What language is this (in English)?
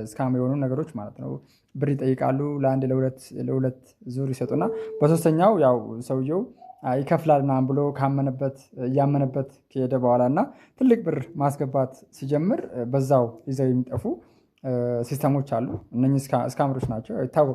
Amharic